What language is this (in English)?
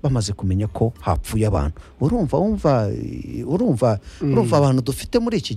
Kinyarwanda